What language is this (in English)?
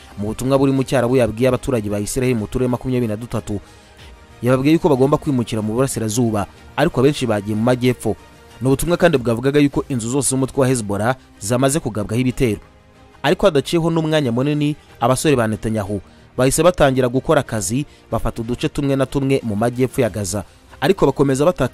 Kinyarwanda